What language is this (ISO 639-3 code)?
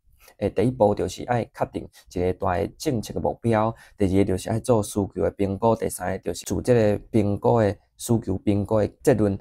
nan